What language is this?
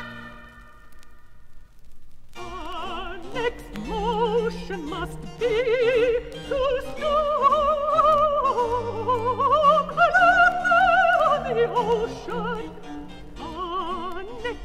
English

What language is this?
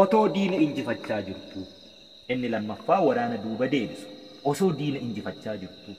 Oromo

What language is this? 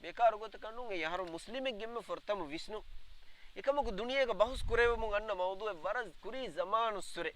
Divehi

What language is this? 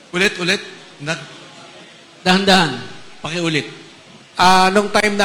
Filipino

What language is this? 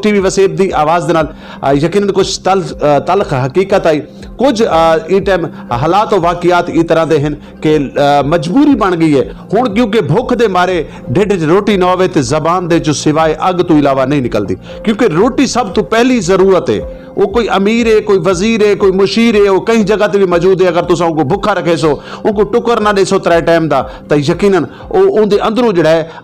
Saraiki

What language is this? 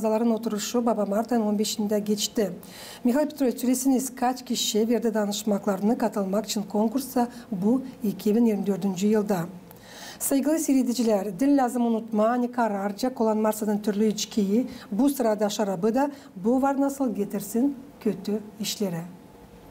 Gagauz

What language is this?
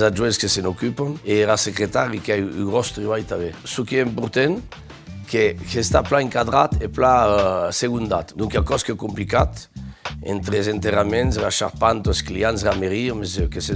Occitan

